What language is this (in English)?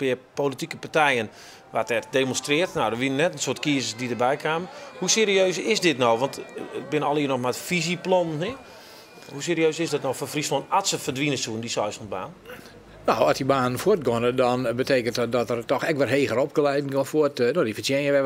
Western Frisian